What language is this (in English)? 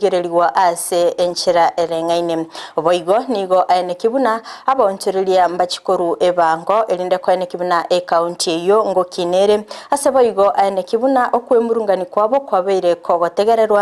Gusii